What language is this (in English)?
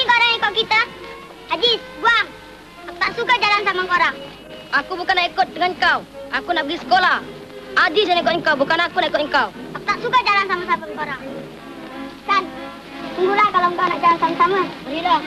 Malay